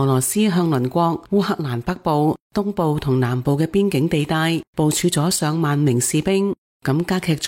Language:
Cantonese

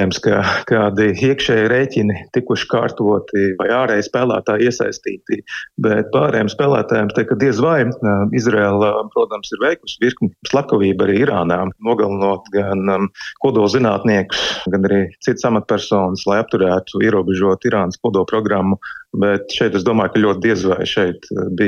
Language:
Latvian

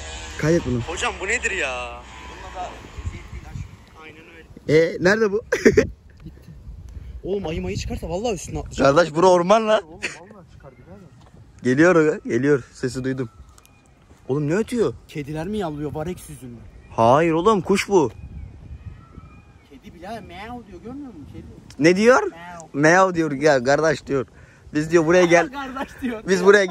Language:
Turkish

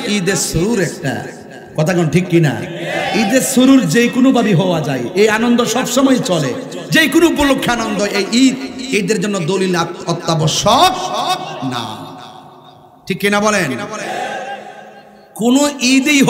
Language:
Bangla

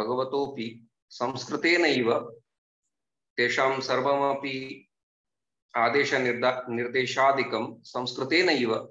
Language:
Sanskrit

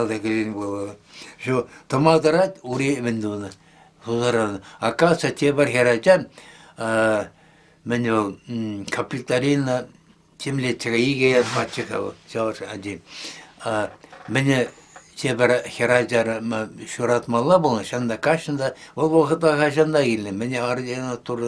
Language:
Chuvash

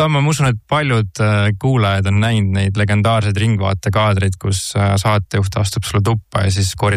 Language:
Estonian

